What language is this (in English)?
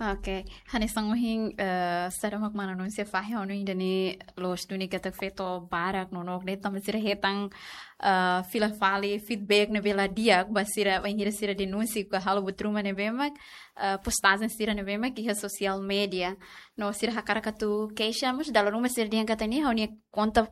Tetum